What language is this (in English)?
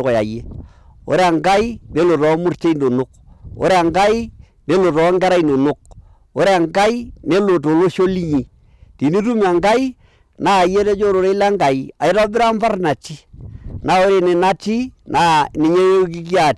Masai